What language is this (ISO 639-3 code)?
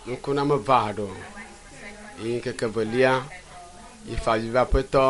ewe